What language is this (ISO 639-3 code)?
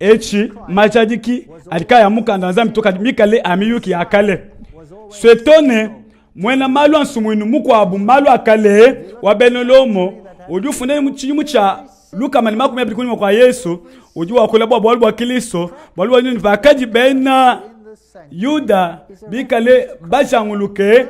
lua